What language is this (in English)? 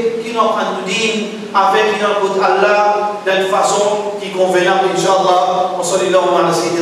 Morisyen